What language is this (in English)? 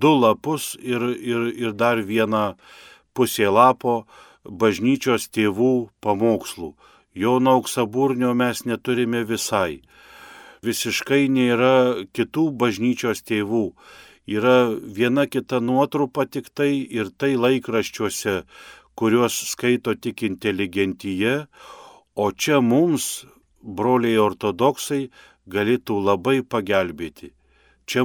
Lithuanian